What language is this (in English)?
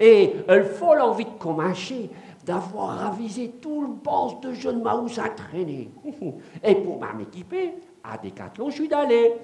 Picard